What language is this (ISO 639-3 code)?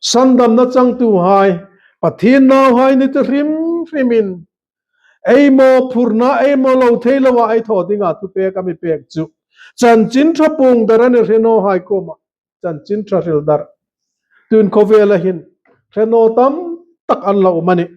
hmr